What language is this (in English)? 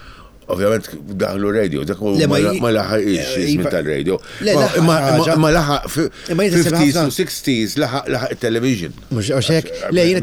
Maltese